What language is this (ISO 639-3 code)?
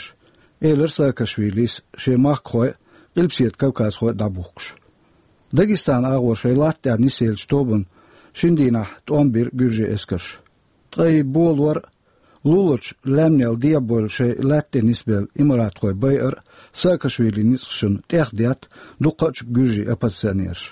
che